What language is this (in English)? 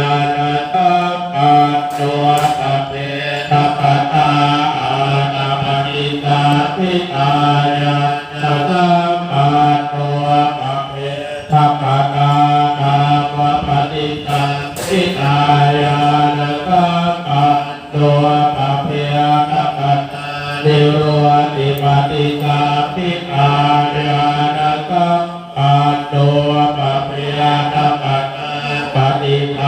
Pali